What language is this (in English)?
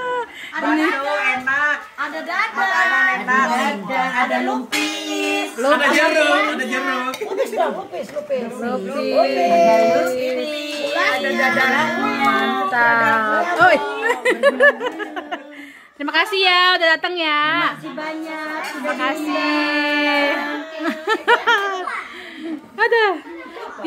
Indonesian